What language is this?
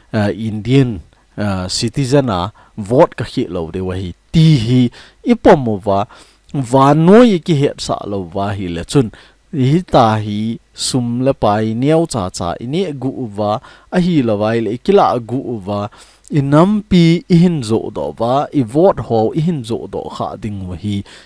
Thado Chin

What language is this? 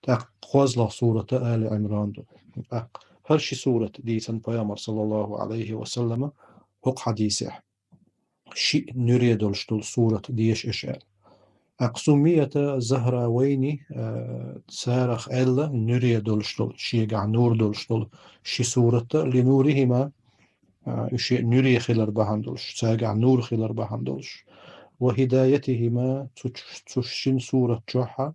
Chechen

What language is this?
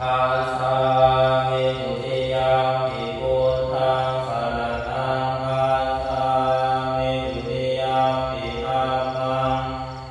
Pali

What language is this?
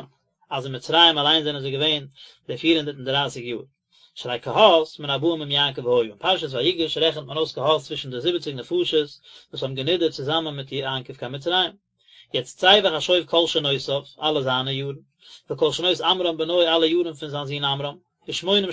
Yiddish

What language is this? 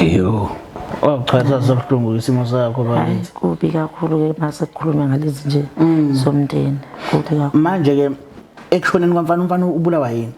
Zulu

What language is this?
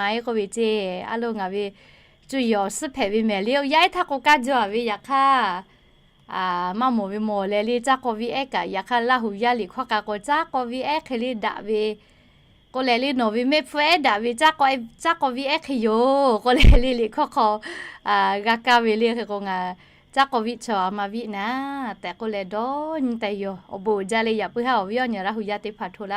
Lahu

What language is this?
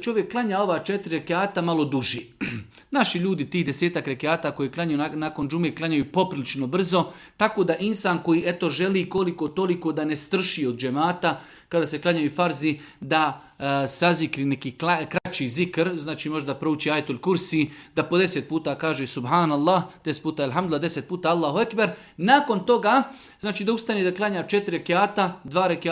Bosnian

